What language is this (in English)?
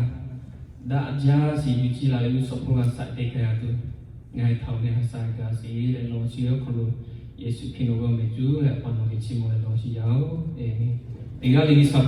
Lahu